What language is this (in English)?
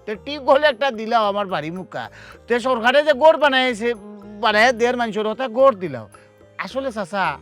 Sylheti